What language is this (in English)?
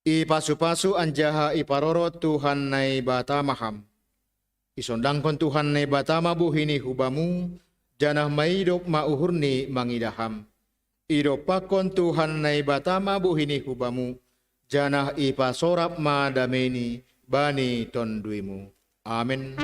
Batak Simalungun